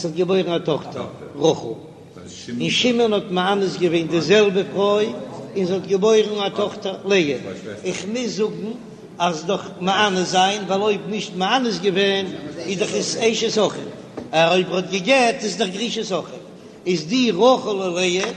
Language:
Yiddish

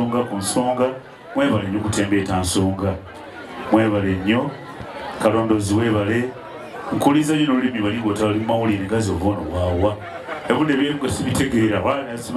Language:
Ganda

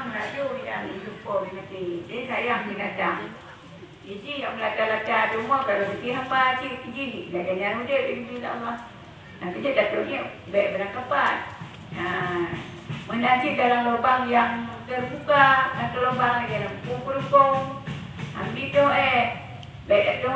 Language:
Achinese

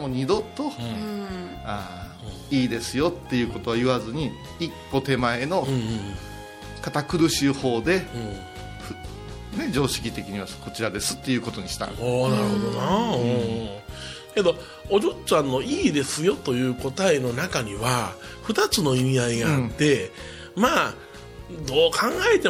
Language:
Japanese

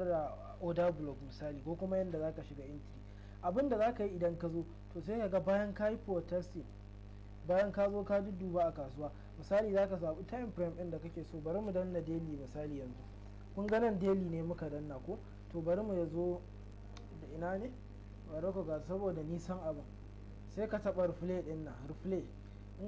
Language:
Hausa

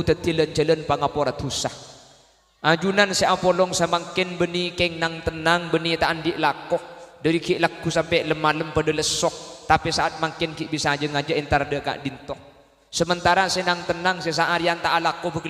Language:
Madurese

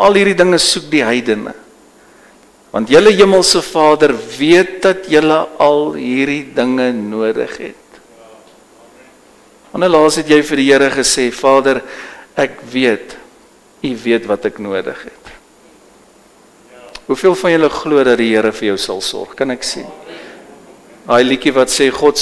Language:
Afrikaans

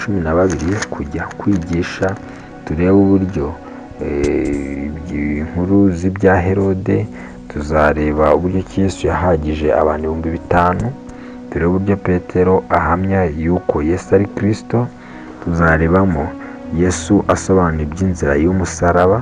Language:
Kinyarwanda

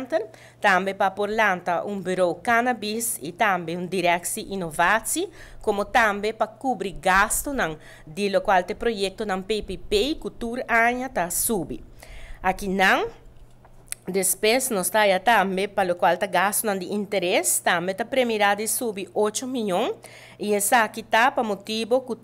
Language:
Papiamento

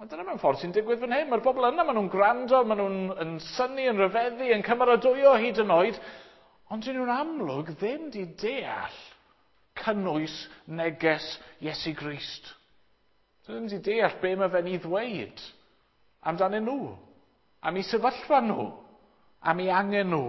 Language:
Welsh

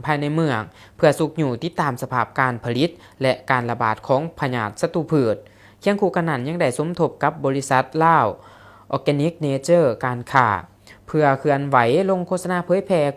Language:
Lao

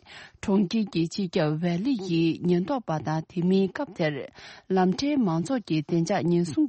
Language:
Tibetan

